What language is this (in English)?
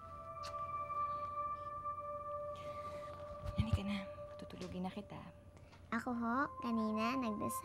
Filipino